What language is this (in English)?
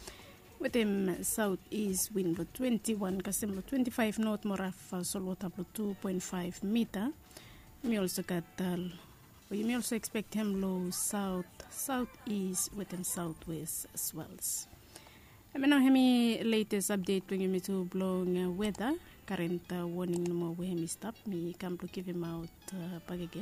Bislama